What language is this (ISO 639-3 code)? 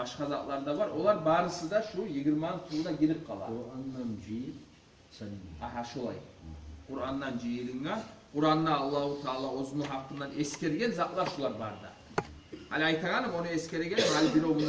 kum